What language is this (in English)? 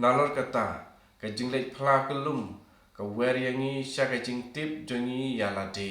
Khasi